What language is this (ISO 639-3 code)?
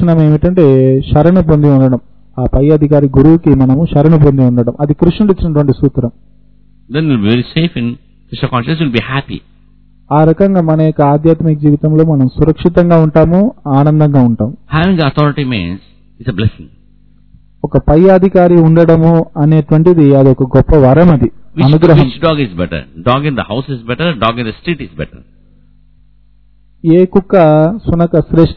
tel